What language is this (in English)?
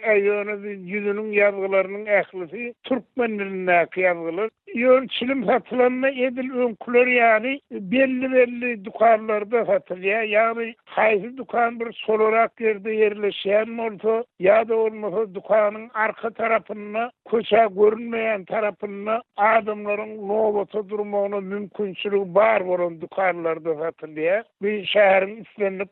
Turkmen